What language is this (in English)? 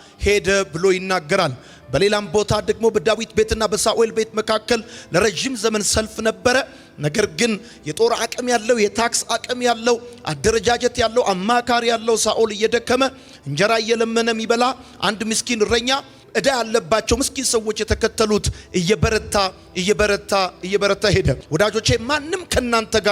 Amharic